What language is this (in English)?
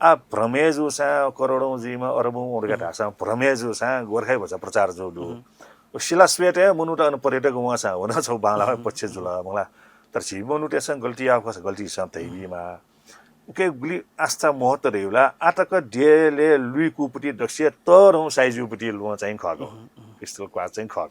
Newari